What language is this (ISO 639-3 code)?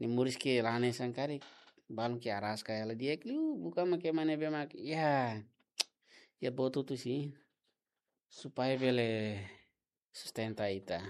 tet